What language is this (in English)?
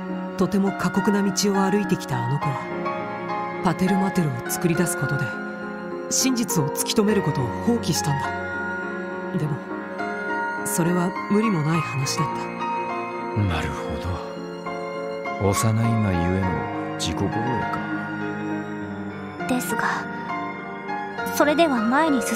Japanese